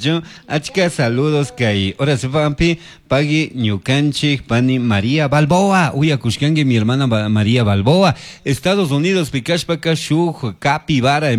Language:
Chimborazo Highland Quichua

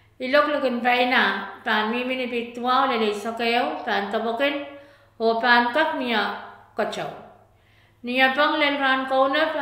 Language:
Pohnpeian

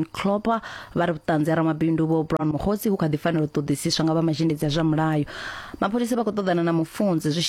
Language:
Venda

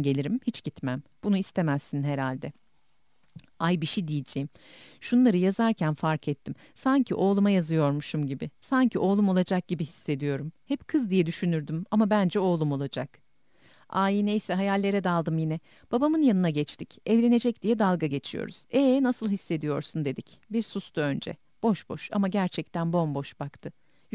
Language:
Turkish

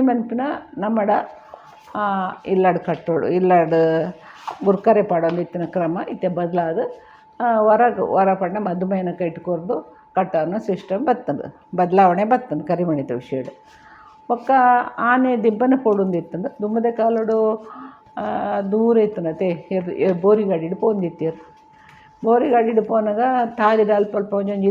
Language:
Tulu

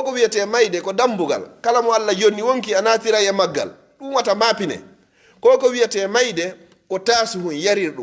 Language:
Pular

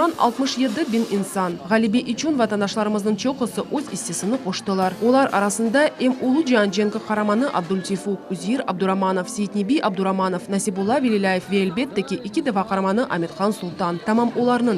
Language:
Crimean Tatar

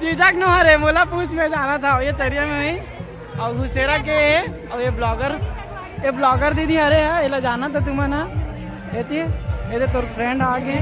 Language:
Chhattisgarhi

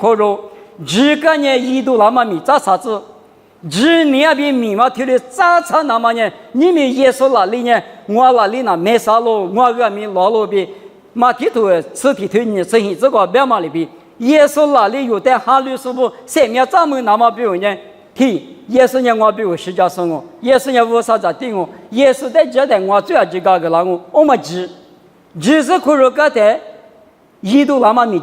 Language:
Lisu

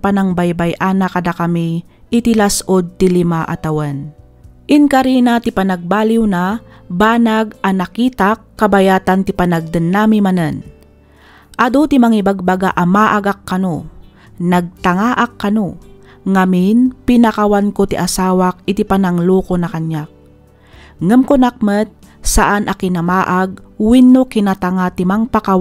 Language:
Iloko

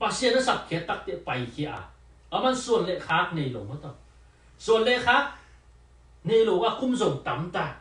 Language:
Tedim Chin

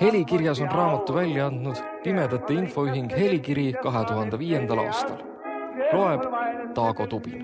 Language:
Estonian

